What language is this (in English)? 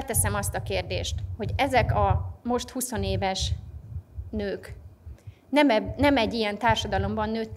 Hungarian